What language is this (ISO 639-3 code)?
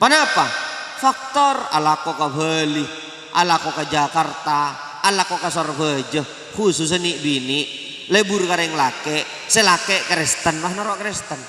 mad